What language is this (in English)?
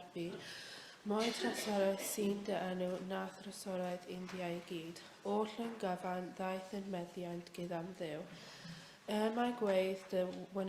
Welsh